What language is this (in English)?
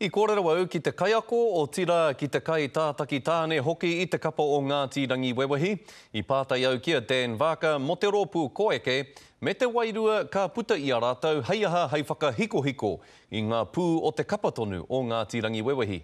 Māori